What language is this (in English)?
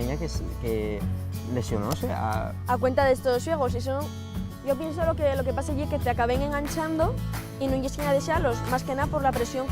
Asturian